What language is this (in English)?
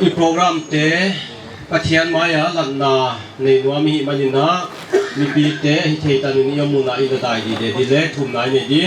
Paite Chin